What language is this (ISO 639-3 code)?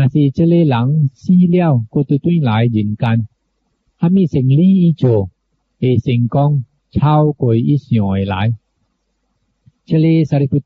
nan